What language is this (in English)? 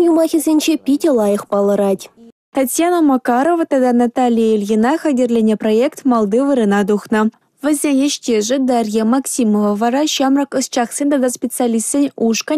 Chuvash